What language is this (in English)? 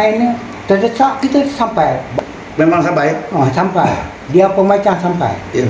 Malay